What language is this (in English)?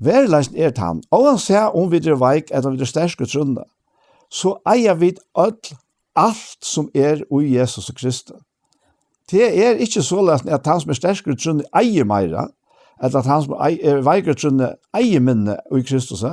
Faroese